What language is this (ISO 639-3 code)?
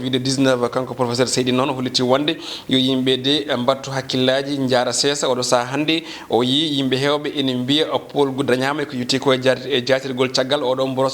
ful